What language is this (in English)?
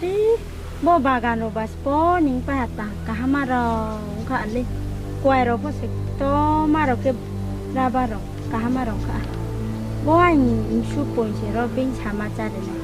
Riang (India)